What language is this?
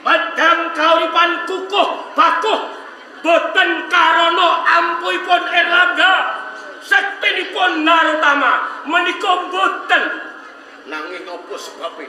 Javanese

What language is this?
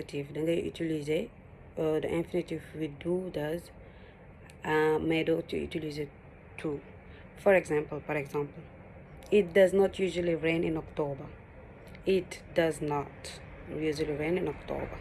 Wolof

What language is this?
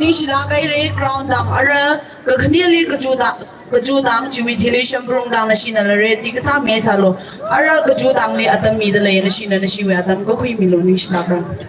Tangkhul Naga (India)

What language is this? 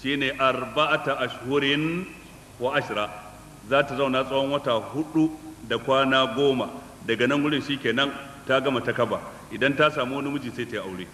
Hausa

